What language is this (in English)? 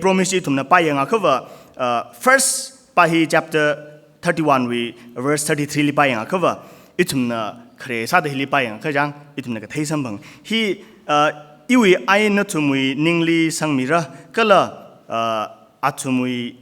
Tangkhul Naga (India)